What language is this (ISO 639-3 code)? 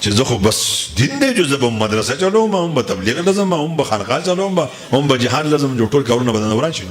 pus